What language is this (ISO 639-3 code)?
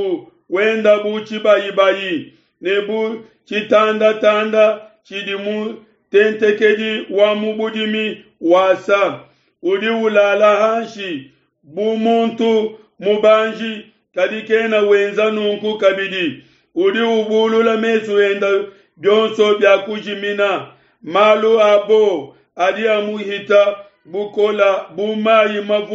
lua